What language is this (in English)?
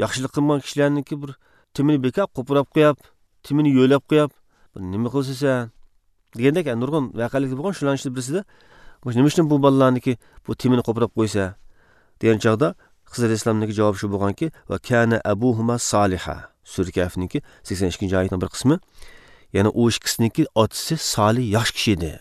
Uyghur